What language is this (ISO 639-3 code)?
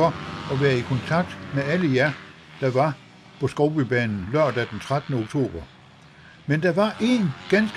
dan